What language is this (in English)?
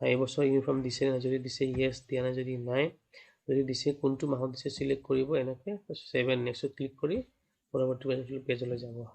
Assamese